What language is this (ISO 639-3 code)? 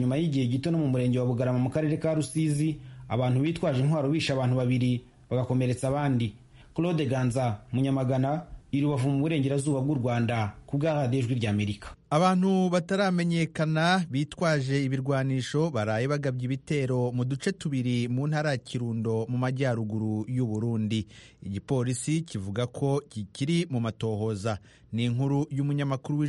kin